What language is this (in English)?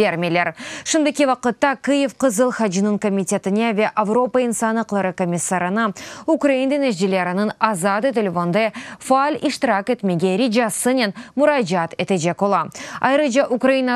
Crimean Tatar